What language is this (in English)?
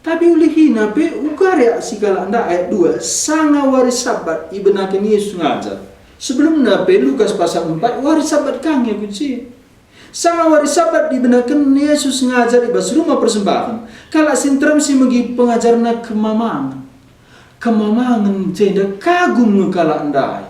Batak Karo